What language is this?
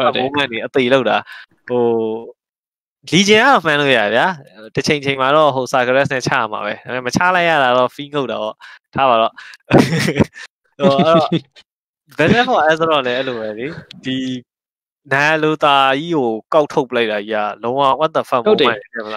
Burmese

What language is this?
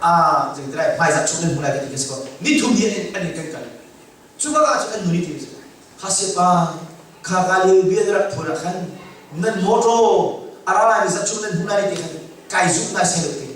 Hakha Chin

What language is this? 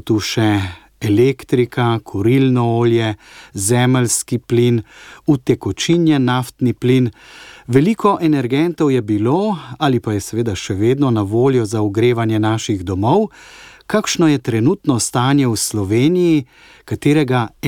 Slovenian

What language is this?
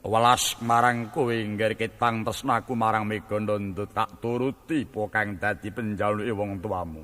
Javanese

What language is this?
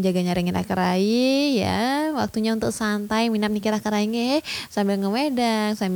Balinese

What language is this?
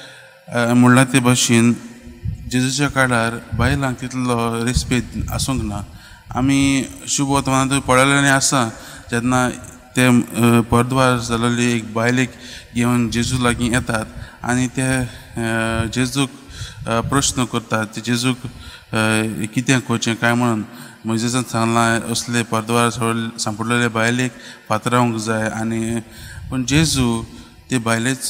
Konkani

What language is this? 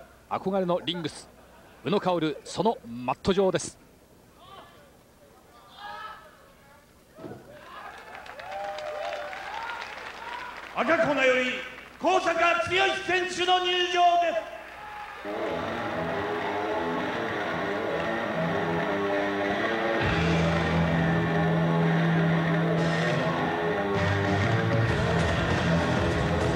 Japanese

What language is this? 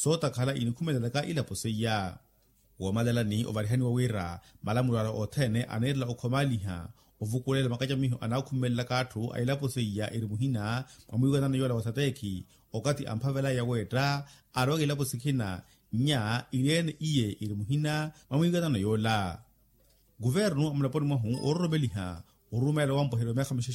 Makhuwa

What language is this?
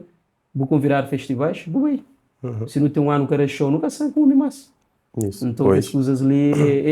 Kabuverdianu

